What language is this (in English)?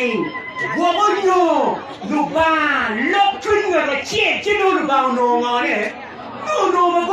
Acoli